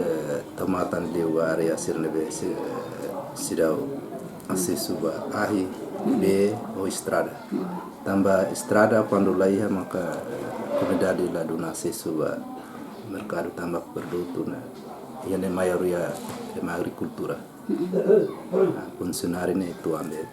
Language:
Tetum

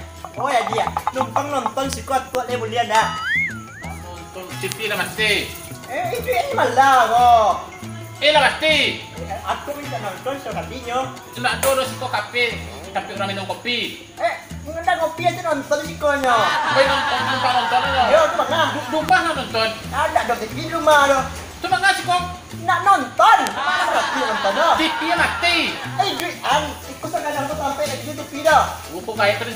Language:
Minangkabau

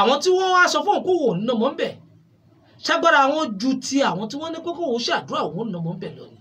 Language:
Yoruba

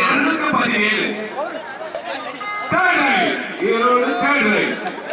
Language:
Tamil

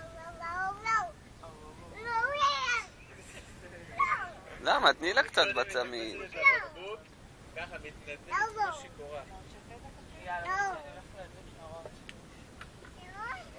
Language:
Hebrew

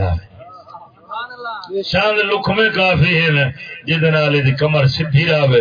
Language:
Saraiki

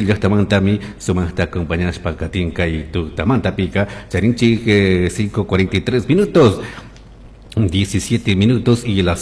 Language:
Chimborazo Highland Quichua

